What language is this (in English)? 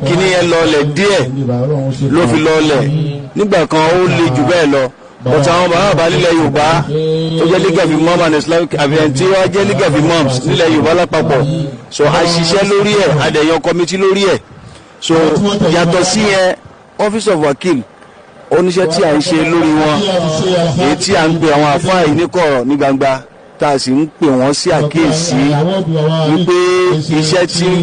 Yoruba